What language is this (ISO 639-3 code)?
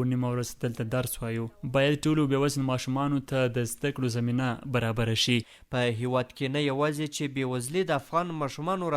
pus